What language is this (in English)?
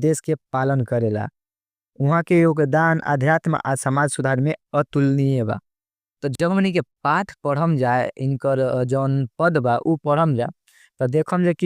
Bhojpuri